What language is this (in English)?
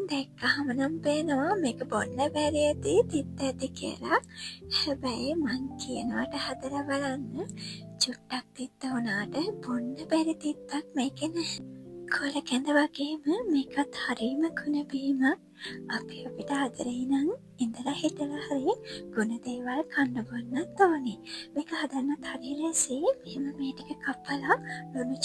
Sinhala